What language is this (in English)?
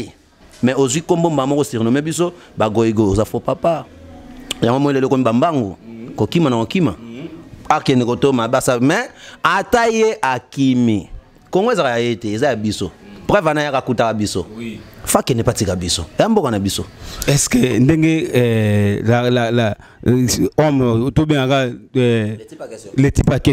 Lingala